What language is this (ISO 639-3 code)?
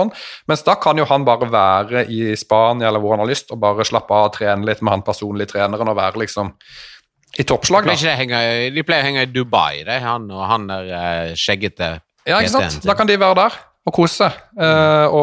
nor